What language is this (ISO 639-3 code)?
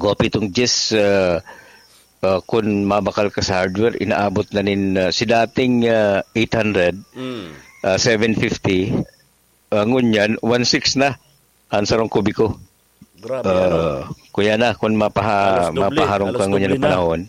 bik